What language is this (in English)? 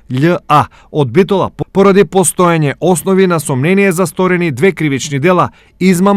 Macedonian